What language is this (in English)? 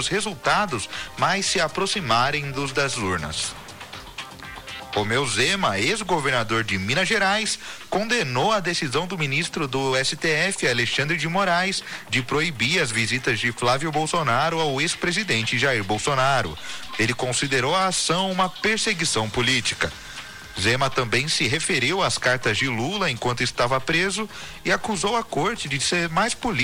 Portuguese